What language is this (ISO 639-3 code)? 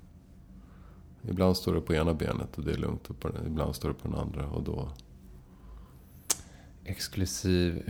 swe